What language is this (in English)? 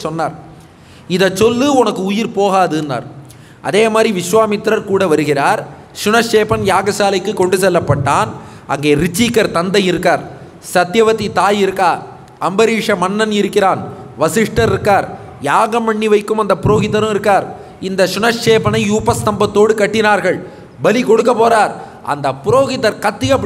Tamil